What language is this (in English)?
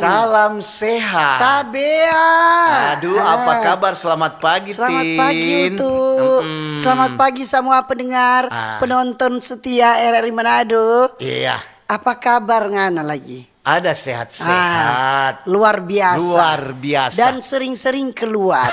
Manado Malay